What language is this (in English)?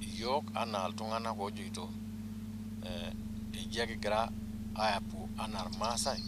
Masai